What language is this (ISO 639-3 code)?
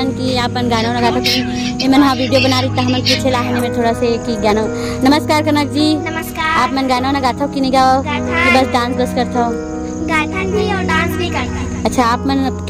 hne